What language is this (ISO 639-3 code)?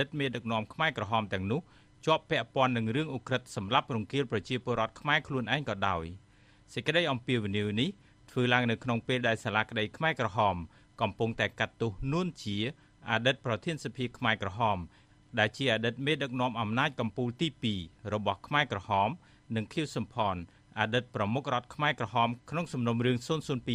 khm